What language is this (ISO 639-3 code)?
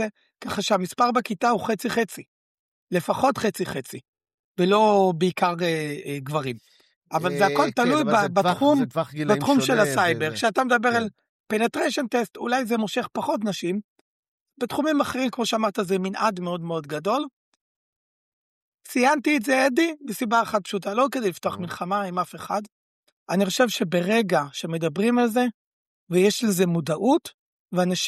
heb